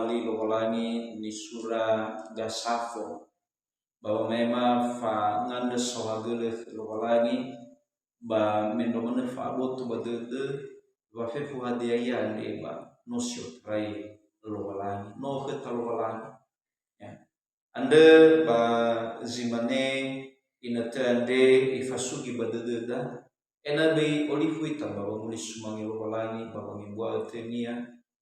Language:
Nias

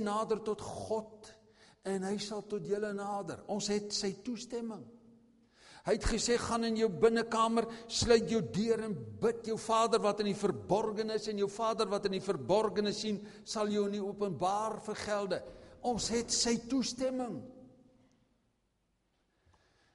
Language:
Afrikaans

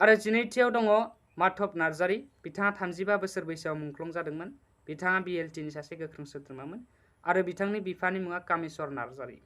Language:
Bodo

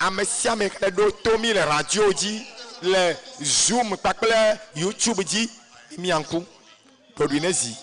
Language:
Ewe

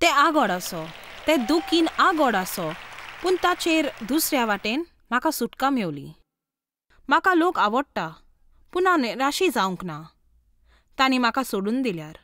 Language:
Konkani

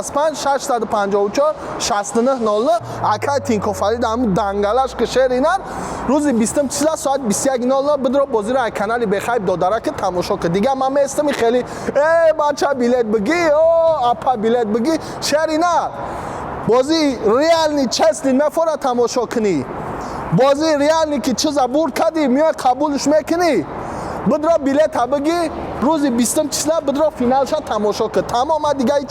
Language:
Tajik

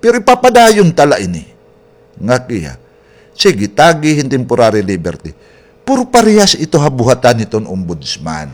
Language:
Waray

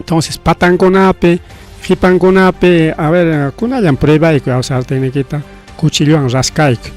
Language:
Ayacucho Quechua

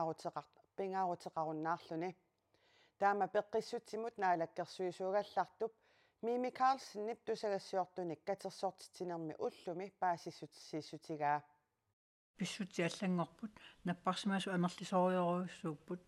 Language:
Kalaallisut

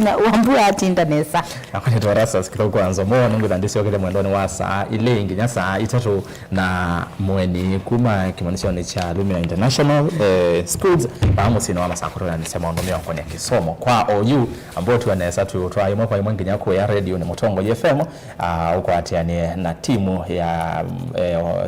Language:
Kamba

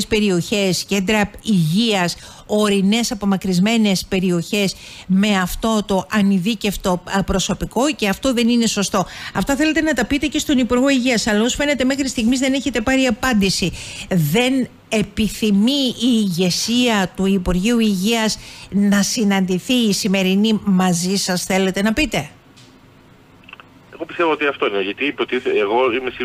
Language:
Greek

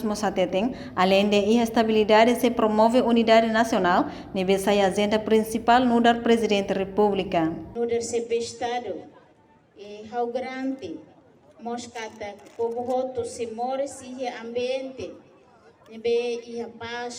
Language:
Tetum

